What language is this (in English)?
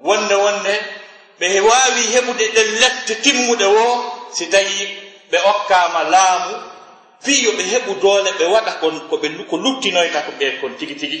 Fula